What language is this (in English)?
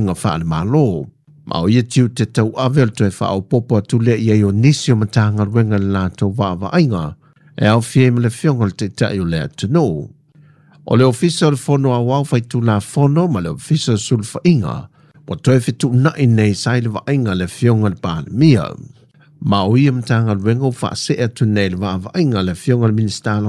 Samoan